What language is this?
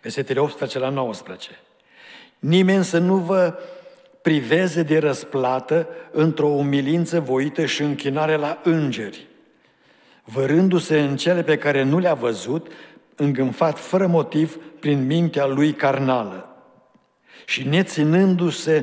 Romanian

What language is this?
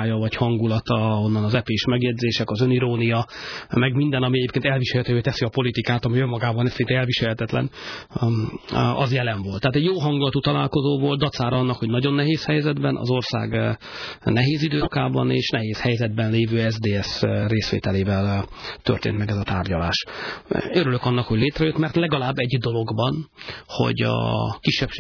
Hungarian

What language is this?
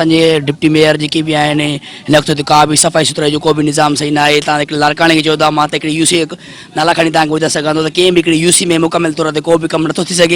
Sindhi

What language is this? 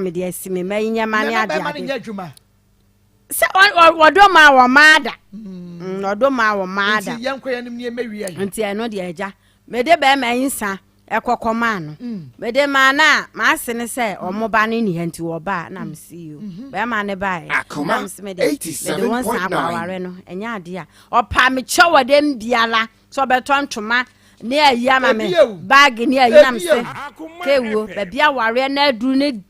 Akan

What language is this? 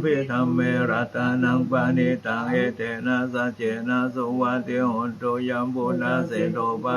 Pali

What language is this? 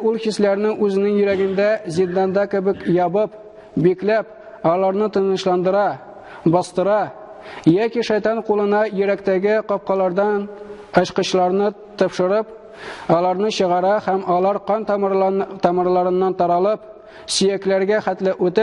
Tatar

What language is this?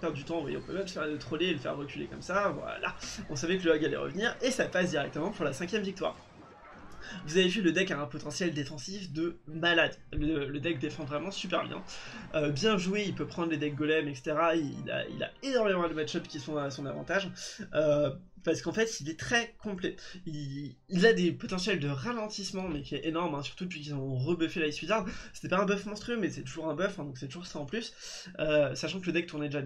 French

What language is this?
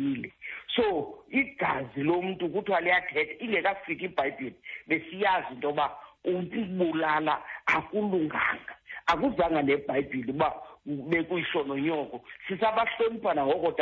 Xhosa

